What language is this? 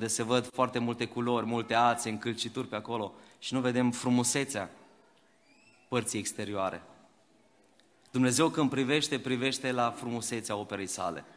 Romanian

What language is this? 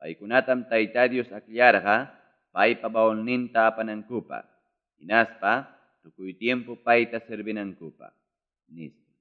Ayacucho Quechua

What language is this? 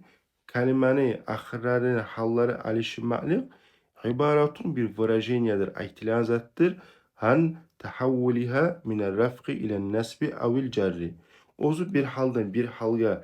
Kumyk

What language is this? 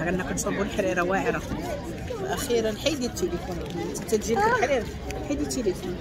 Moroccan Arabic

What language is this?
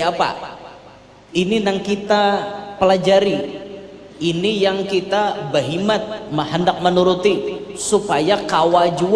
Banjar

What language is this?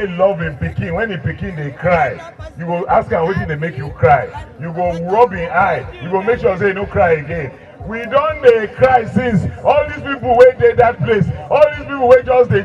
Nigerian Pidgin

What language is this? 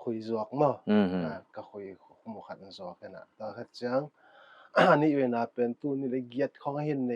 Paite Chin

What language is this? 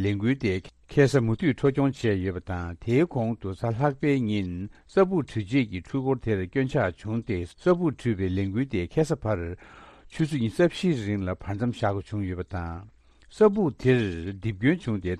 Tibetan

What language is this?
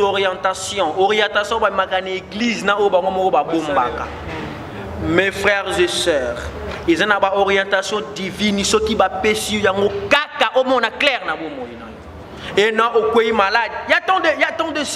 Lingala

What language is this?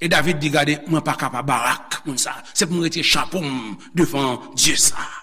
Haitian Creole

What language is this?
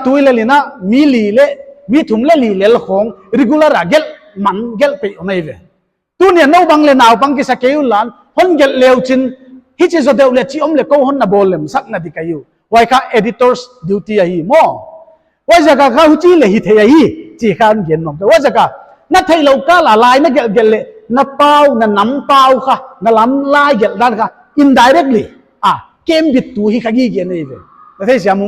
Paite Chin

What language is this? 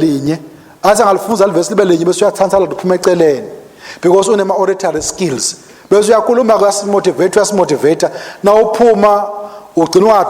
Swati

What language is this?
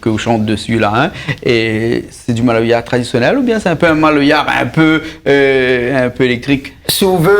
Réunion Creole French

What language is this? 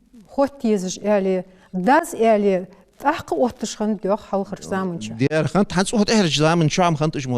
Ingush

